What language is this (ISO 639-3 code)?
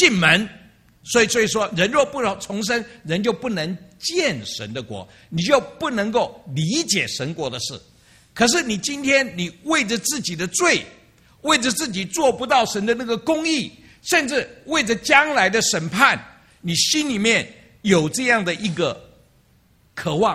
zho